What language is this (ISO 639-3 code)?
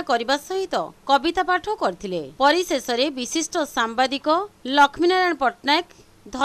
ori